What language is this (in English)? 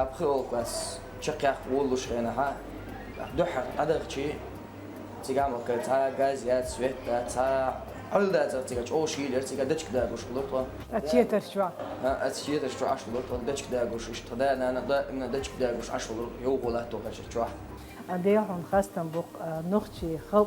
Chechen